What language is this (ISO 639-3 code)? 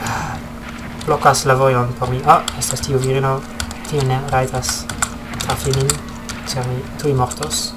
epo